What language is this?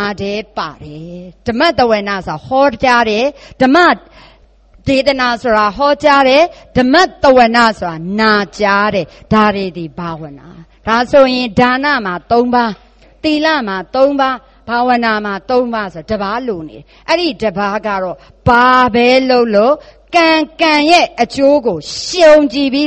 Burmese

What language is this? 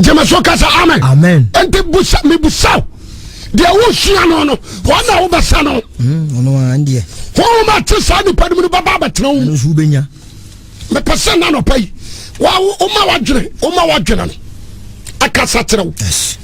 Akan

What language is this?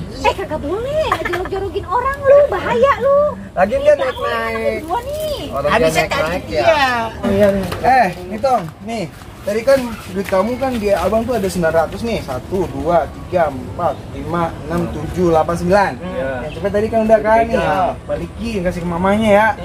Betawi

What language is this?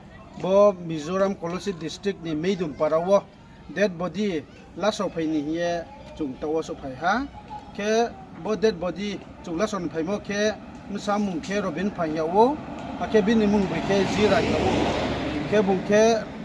Riang (India)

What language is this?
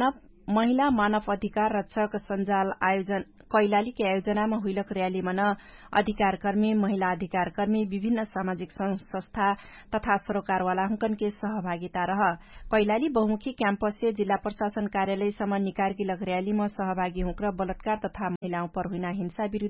Dangaura Tharu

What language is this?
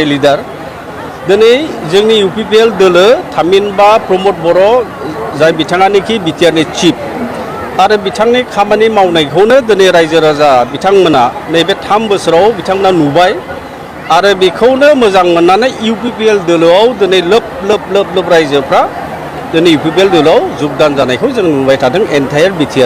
Bodo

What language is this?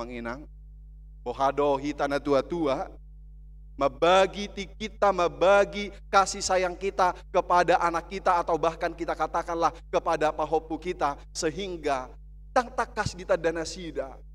Batak Toba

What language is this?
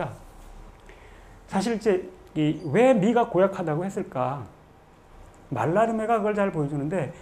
Korean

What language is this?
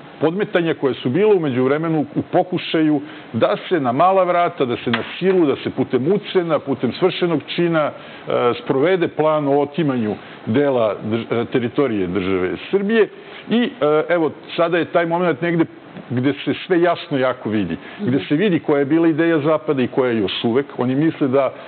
Serbian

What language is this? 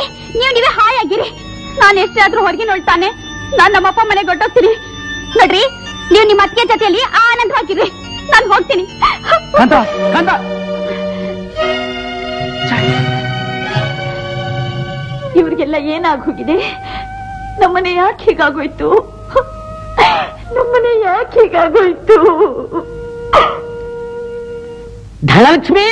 Kannada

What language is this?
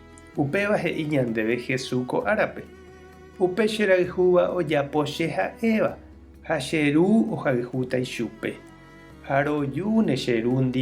Guarani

